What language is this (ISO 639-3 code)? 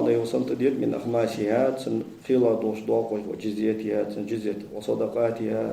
inh